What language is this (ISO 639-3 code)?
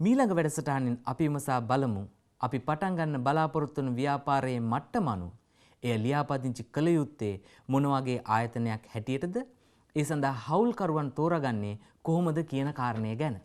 sin